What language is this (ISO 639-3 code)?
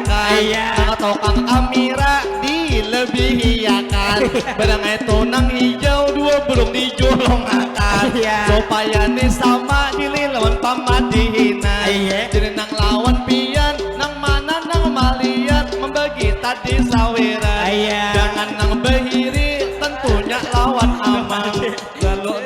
bjn